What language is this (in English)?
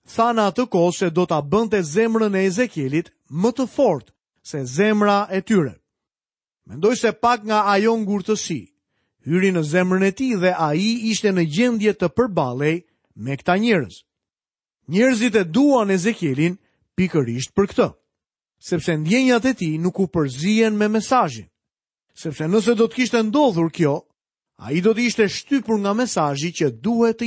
Albanian